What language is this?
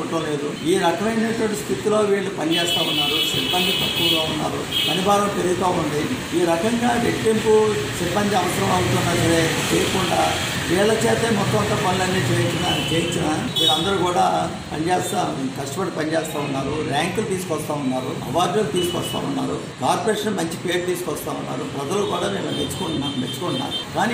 Telugu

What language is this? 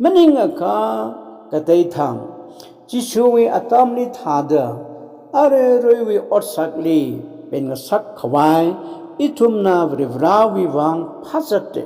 Tangkhul Naga (India)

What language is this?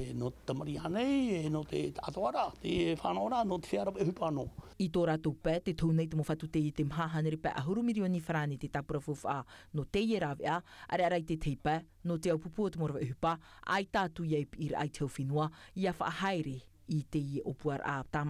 Tahitian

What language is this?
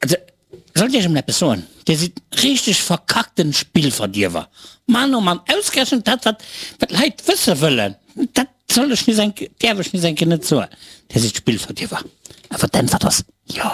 Luxembourgish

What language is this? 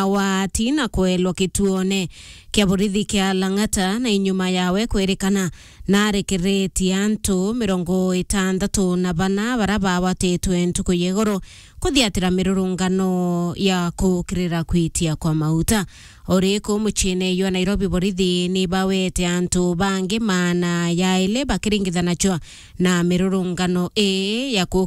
Meru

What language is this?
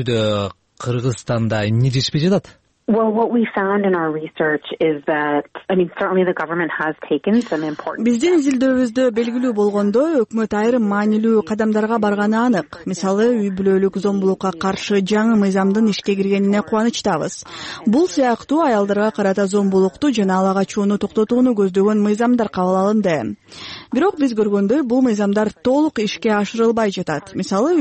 Kyrgyz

